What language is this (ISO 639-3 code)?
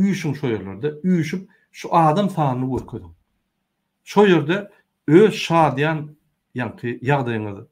tuk